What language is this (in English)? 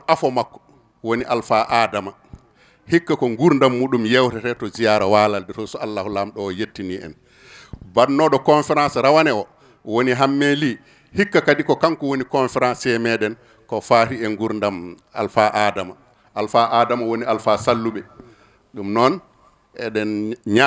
Fula